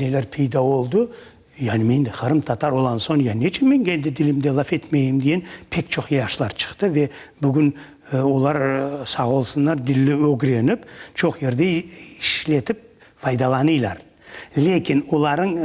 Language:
Crimean Tatar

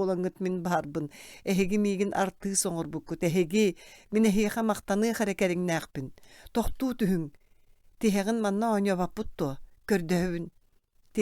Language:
Yakut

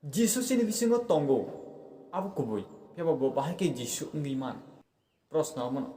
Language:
Kok Borok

